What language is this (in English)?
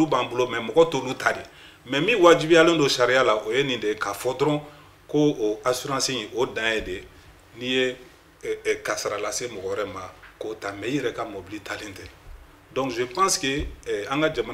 Bambara